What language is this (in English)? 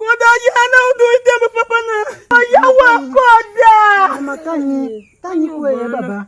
Tiv